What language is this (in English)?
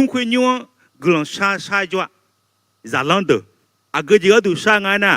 Akha